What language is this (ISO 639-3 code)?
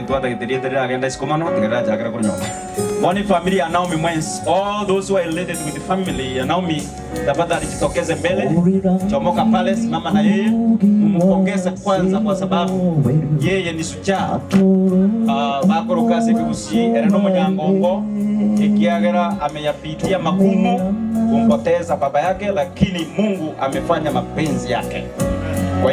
guz